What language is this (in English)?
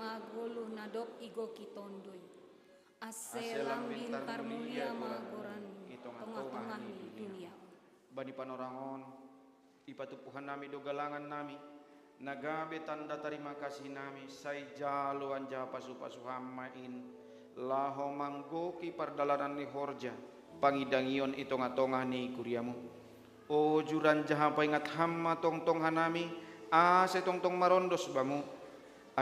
Batak Simalungun